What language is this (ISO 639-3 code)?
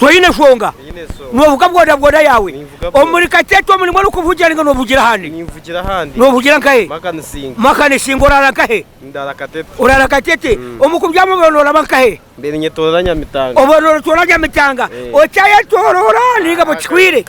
nyn